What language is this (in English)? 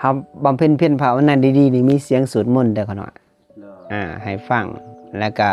Lao